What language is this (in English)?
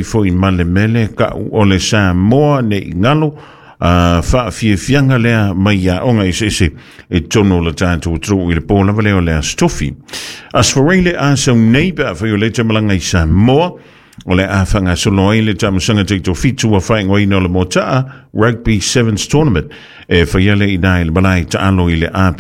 Samoan